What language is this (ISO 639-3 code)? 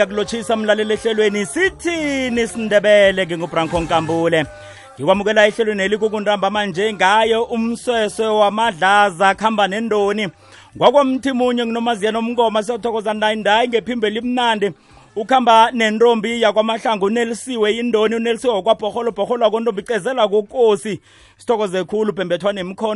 nbl